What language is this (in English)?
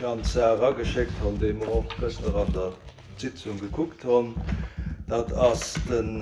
Luxembourgish